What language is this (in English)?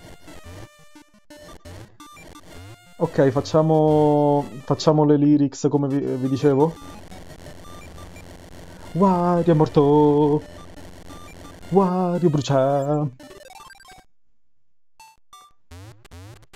Italian